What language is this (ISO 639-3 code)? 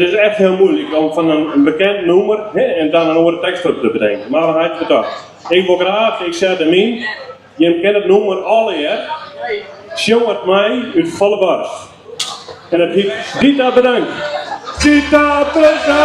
fry